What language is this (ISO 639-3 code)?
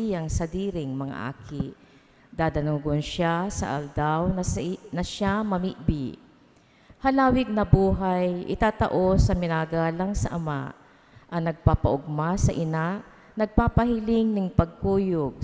bik